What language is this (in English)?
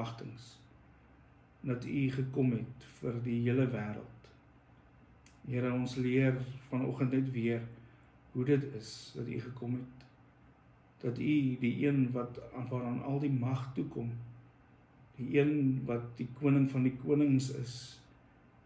Afrikaans